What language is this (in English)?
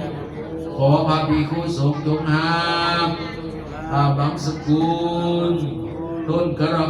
Pali